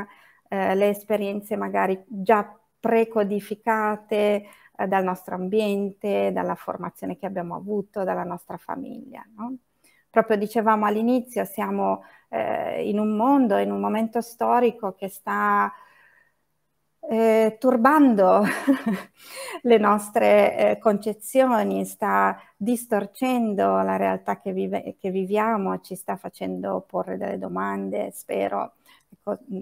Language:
Italian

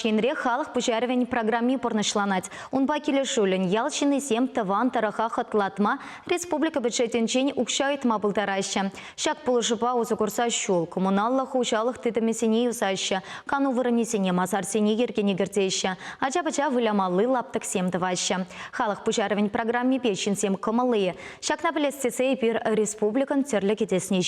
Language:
Chuvash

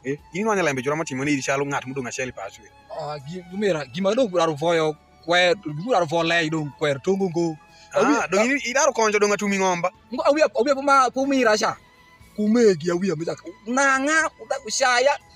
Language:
Alur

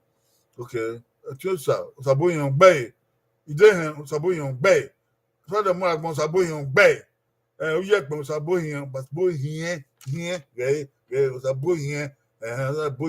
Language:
Bini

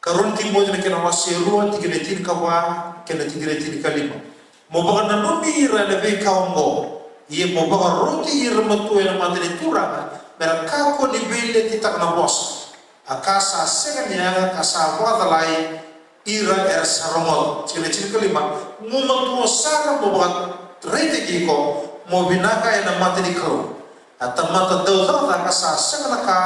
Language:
Fijian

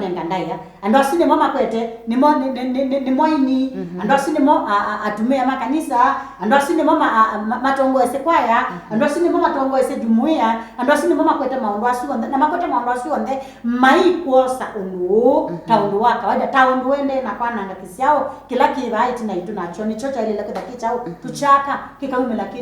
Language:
Kamba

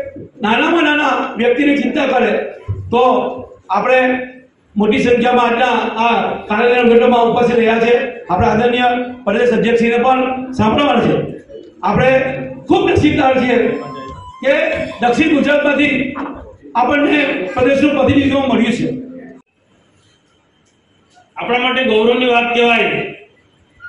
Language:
Gujarati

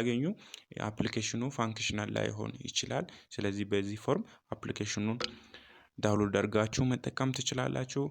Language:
Amharic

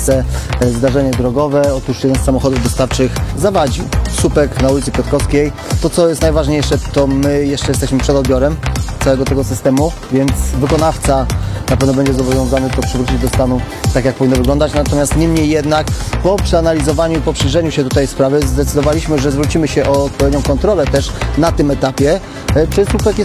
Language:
Polish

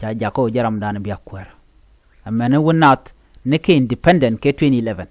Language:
Nuer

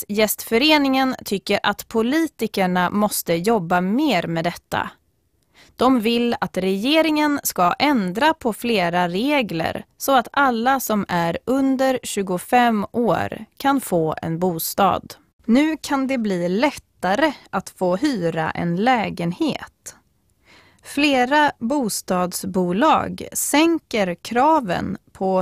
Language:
Swedish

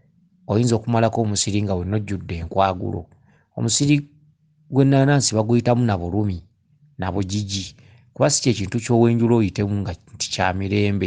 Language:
Ganda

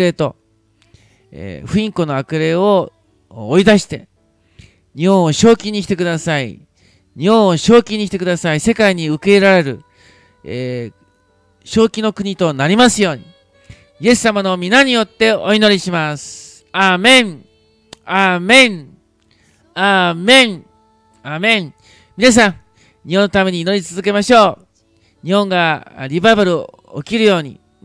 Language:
Japanese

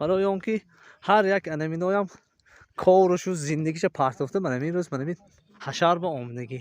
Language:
Tajik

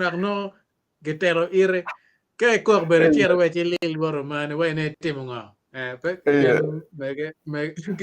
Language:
Acoli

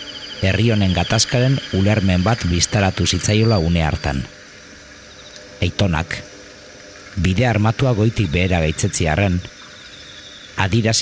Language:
Basque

